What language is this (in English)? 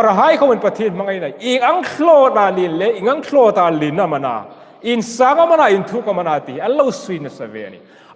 Hmar